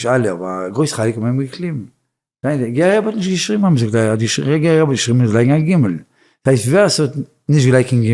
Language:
Yiddish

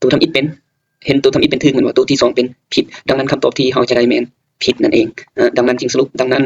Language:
Lao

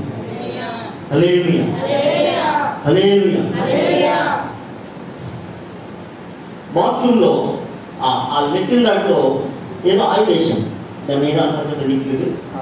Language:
Telugu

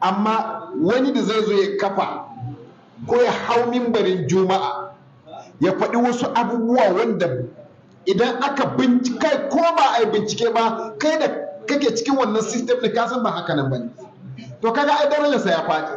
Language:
Hausa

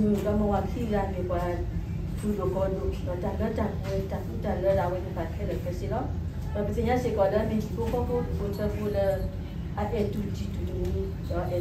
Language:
S'gaw Karen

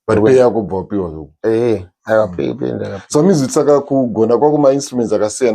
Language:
Shona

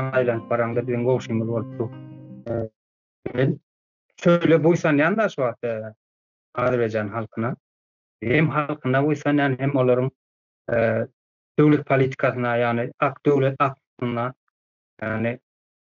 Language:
Turkmen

